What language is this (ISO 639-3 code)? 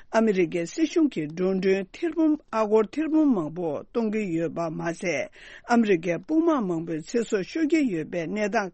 bod